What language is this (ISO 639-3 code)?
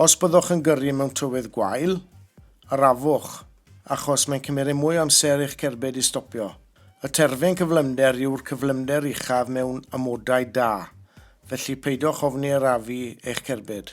cym